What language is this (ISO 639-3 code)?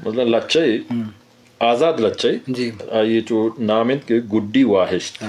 bgp